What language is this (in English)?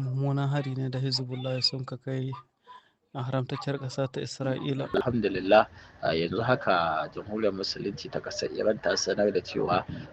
Hausa